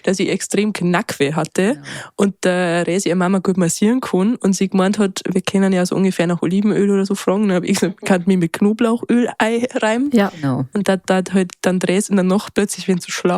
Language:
Bavarian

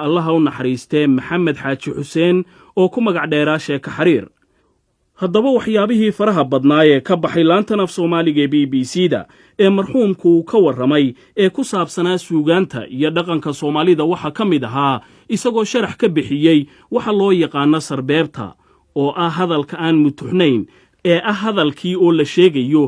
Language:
Somali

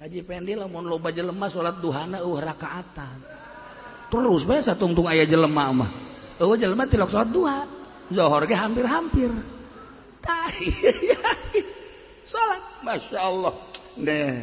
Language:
Sundanese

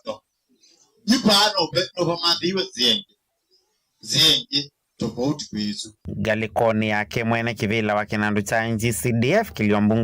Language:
Kamba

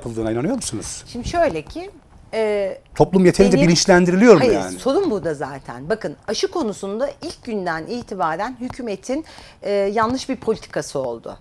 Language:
Turkish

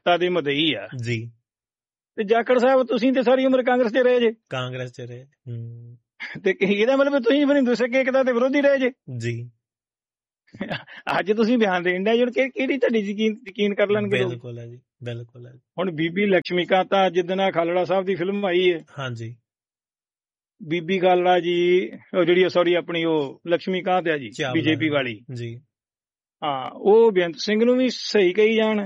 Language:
Punjabi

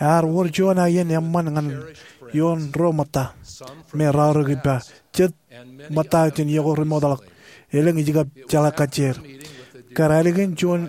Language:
Marshallese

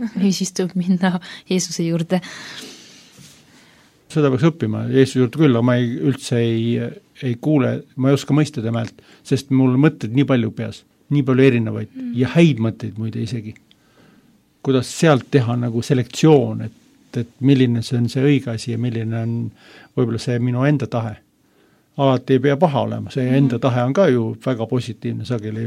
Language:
Estonian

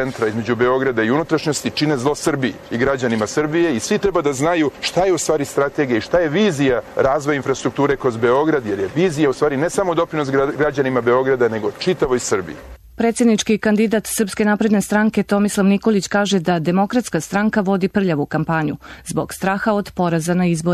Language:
Serbian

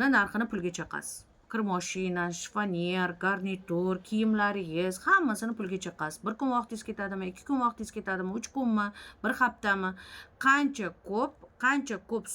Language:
Uzbek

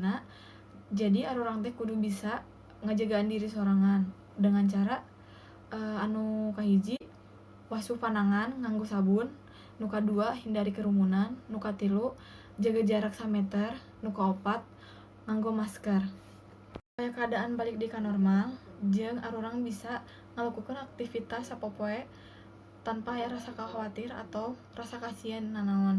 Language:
Sundanese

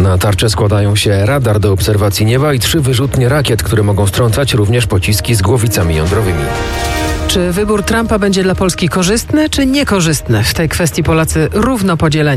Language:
Polish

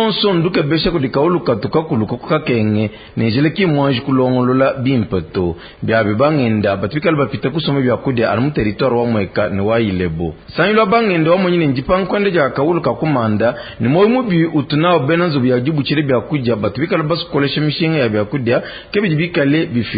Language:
Luba-Lulua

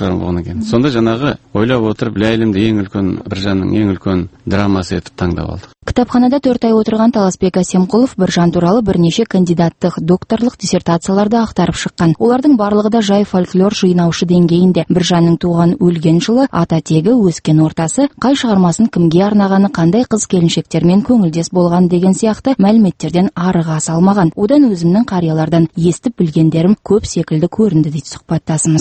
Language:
Kazakh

